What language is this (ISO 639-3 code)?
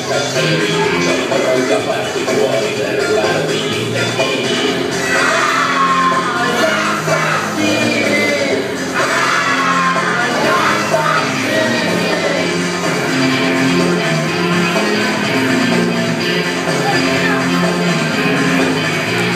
ita